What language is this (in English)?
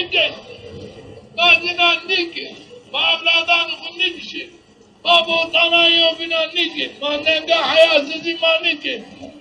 Zaza